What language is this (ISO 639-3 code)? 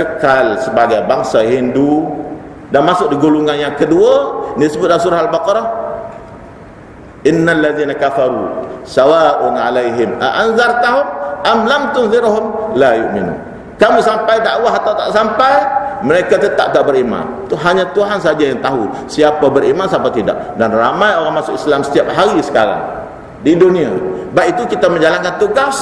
msa